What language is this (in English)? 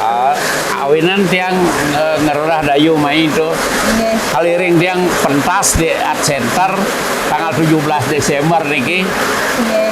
Balinese